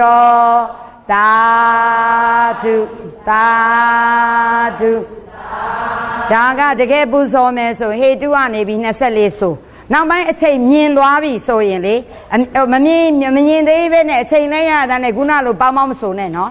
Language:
Burmese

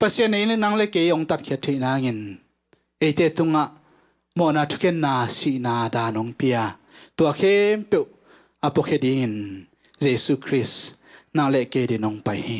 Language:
Tedim Chin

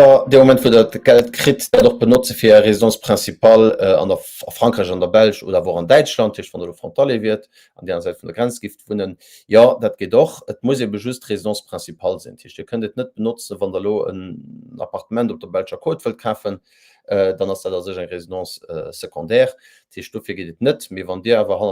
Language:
Luxembourgish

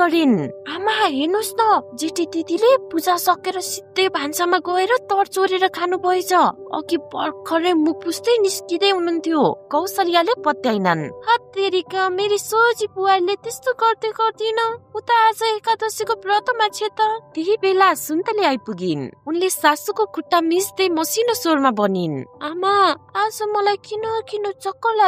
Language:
Nepali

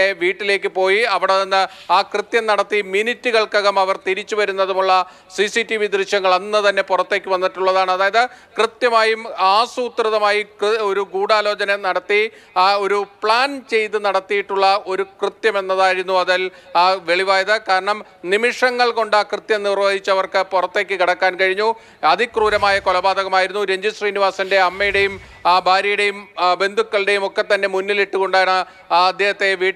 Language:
Malayalam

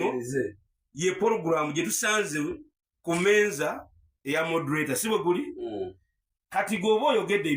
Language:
Ganda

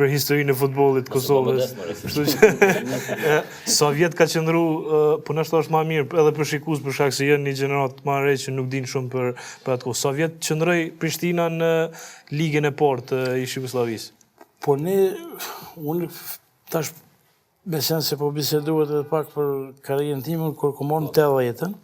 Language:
Albanian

